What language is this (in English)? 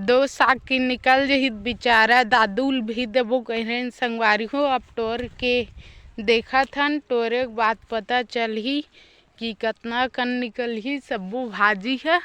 Chhattisgarhi